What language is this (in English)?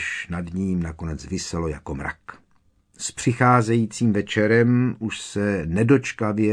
Czech